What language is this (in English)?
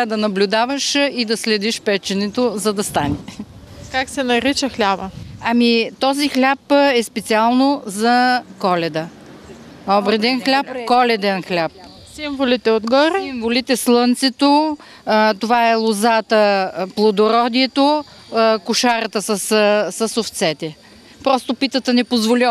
Bulgarian